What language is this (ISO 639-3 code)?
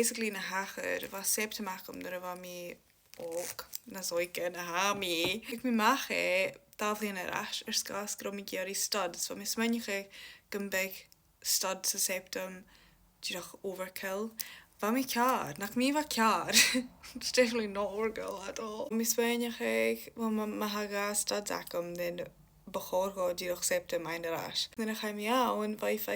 gla